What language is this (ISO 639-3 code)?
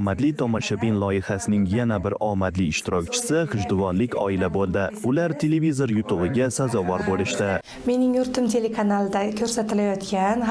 uzb